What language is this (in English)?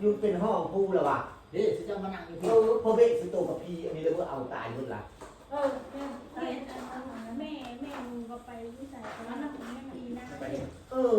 Northeastern Thai